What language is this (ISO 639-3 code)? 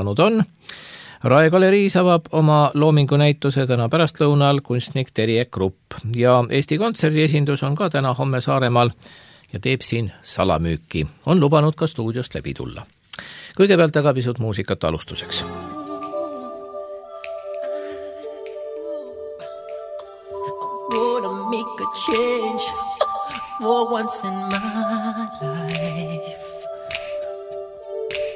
est